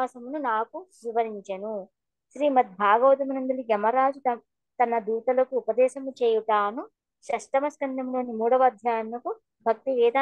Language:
Telugu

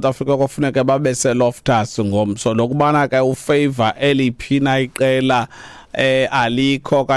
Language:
Xhosa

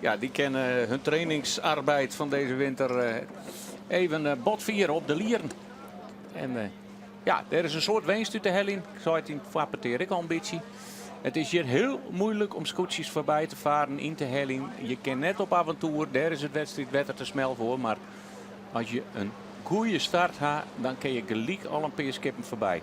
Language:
Western Frisian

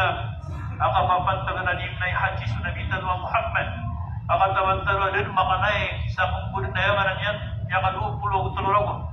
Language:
Maranao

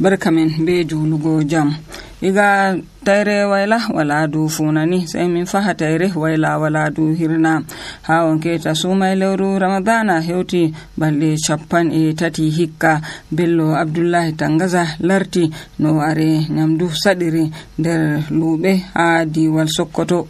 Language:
Nigerian Fulfulde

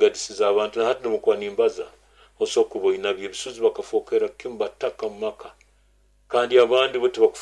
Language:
Nyoro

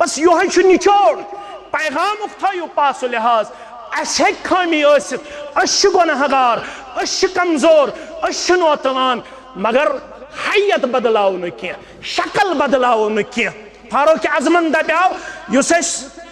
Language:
Kashmiri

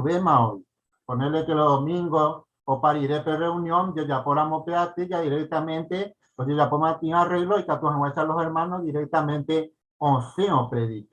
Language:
Guarani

